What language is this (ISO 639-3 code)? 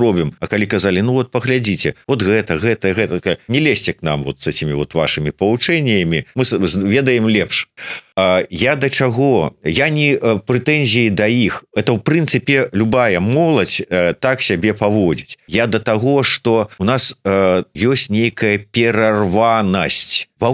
bel